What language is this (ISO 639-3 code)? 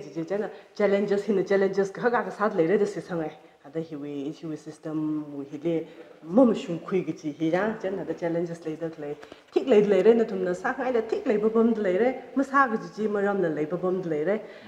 nmf